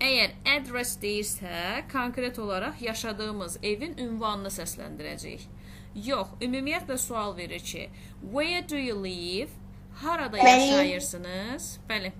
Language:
Azerbaijani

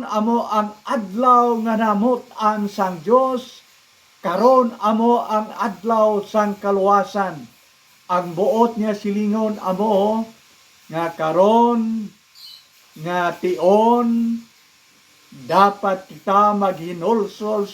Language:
Hiligaynon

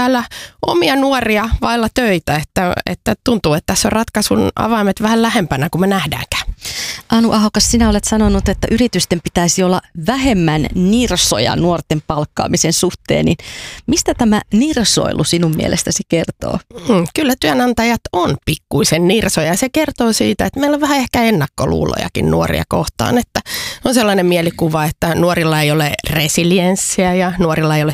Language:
Finnish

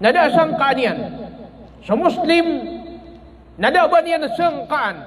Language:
Maranao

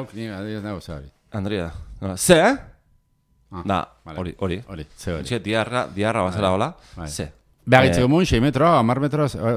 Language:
Basque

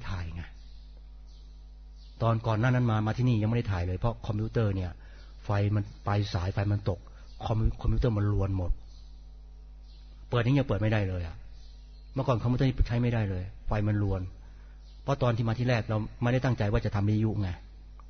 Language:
Thai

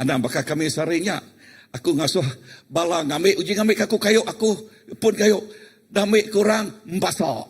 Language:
Iban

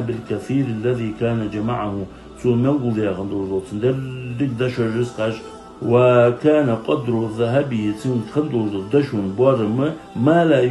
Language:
Ingush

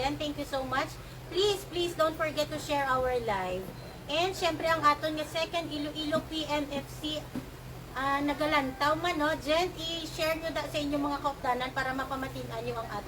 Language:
Hiligaynon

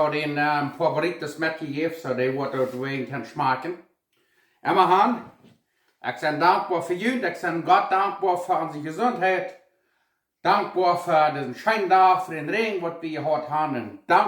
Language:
Plautdietsch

